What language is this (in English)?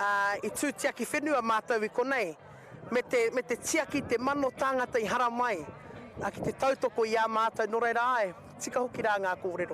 Māori